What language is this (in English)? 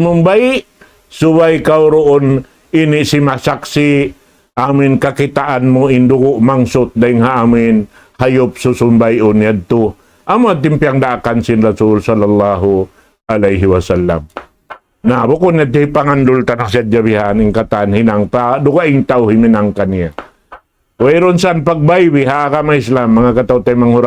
Tausug